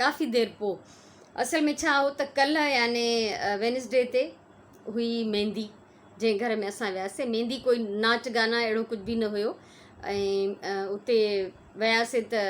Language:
Sindhi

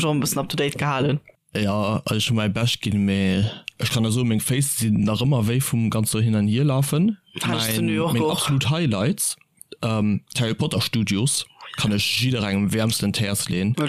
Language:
Luxembourgish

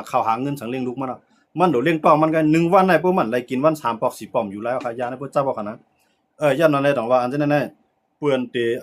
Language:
Shan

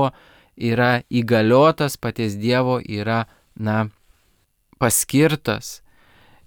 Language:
Lithuanian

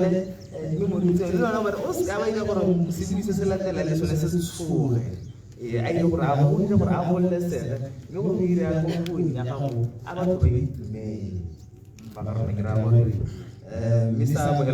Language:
Tswana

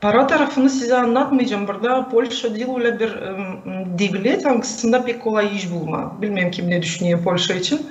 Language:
Gagauz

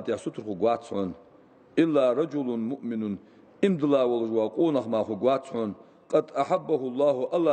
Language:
Ingush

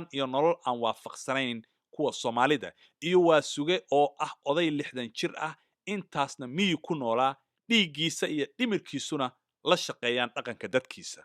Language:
Somali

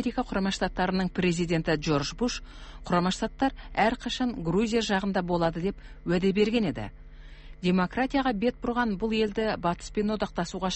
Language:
Kazakh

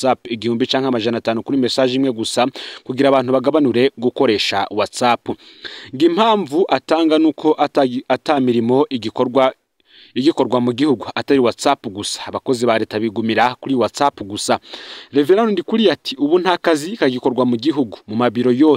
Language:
Rundi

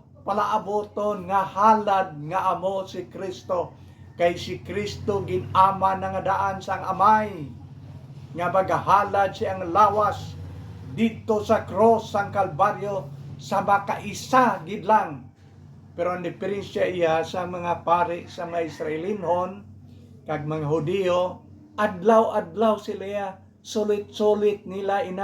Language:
Hiligaynon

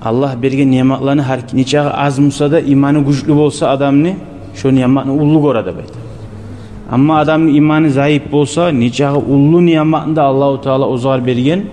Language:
Kumyk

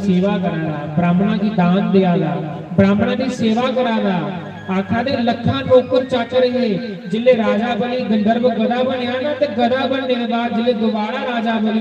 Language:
Dogri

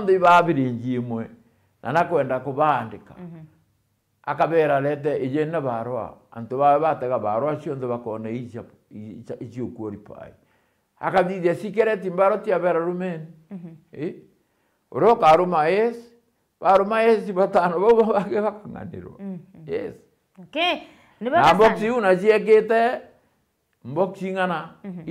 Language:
Meru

